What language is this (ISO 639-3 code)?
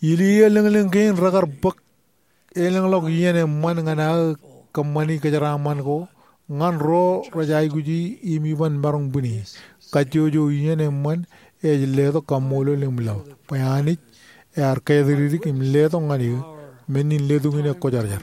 mah